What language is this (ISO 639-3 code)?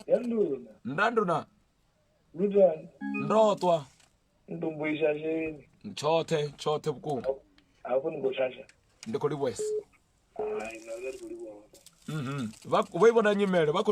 ven